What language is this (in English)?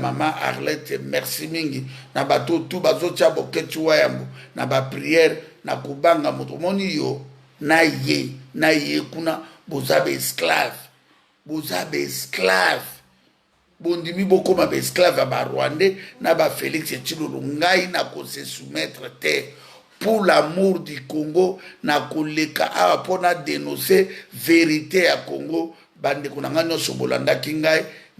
Lingala